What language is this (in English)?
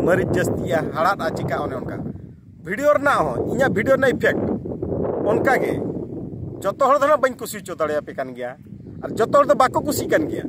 Santali